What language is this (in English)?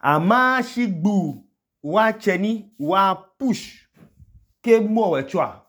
Idoma